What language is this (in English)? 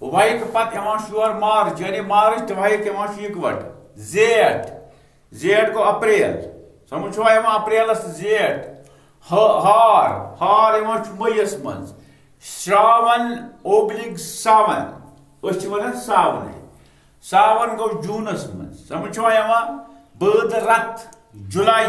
Kashmiri